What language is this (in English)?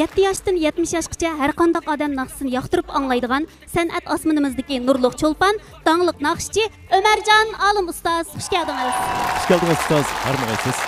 Uyghur